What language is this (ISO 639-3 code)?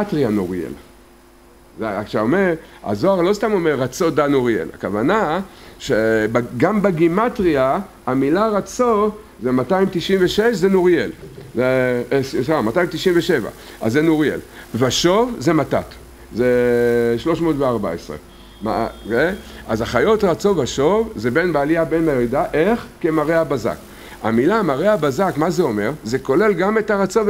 heb